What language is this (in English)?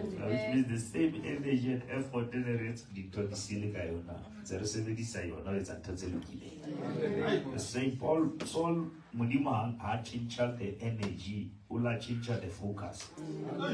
Southern Sotho